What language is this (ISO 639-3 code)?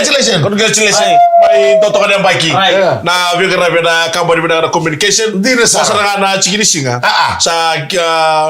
fij